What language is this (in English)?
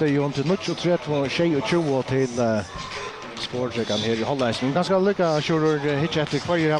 Faroese